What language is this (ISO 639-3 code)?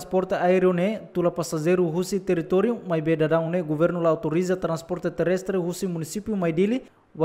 tet